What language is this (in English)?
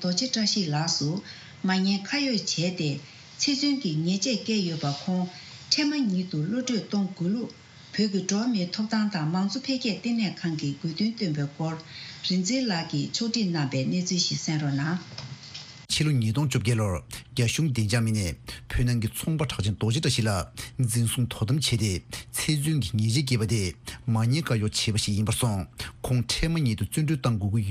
Tibetan